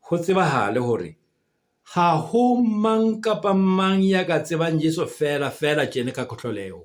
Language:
Southern Sotho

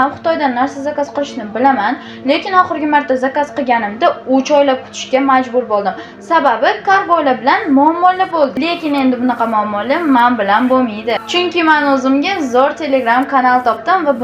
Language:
Uzbek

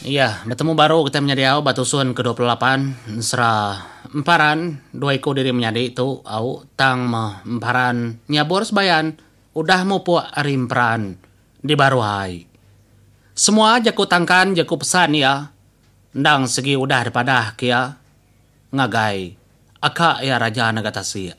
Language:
Iban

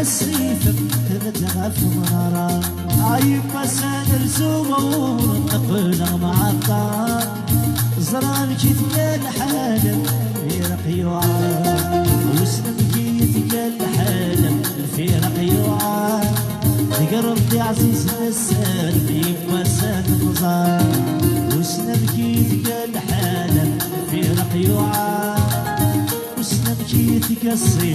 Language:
Kabyle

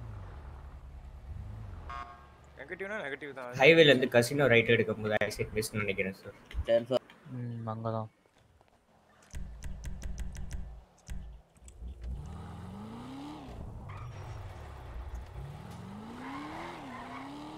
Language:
Tamil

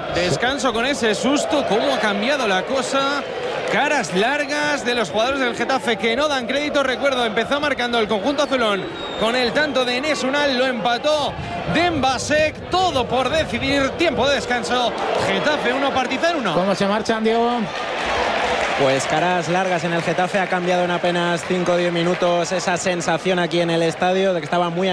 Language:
Spanish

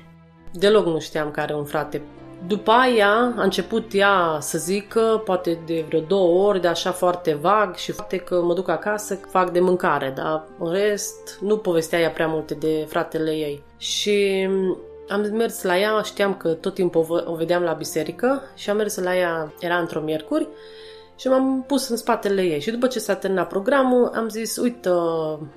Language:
Romanian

